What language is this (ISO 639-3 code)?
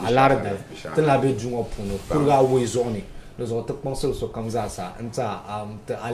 dag